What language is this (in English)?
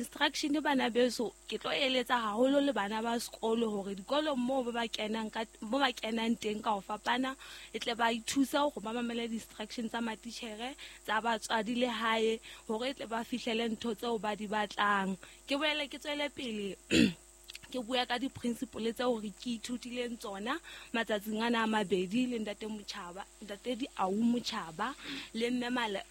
Southern Sotho